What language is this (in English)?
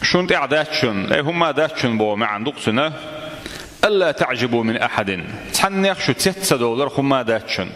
Chechen